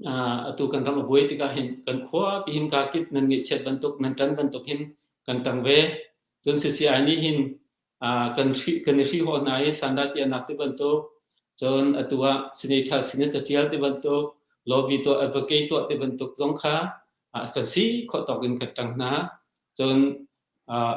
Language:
Hakha Chin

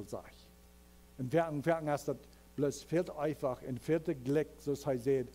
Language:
Plautdietsch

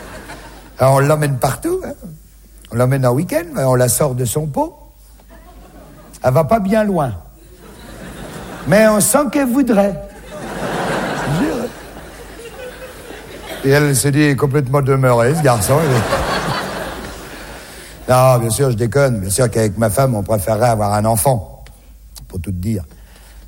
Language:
French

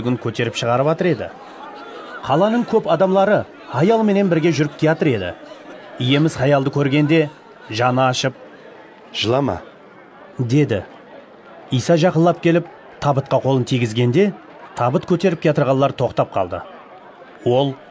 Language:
Kara-Kalpak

